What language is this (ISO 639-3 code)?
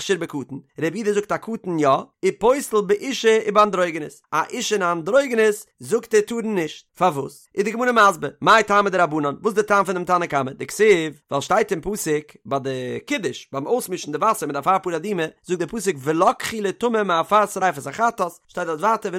yid